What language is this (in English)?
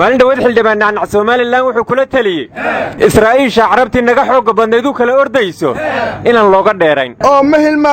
Somali